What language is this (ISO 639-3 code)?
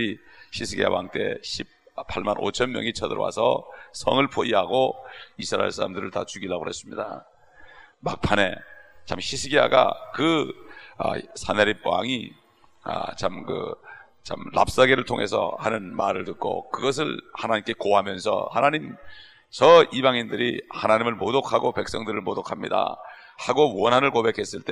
kor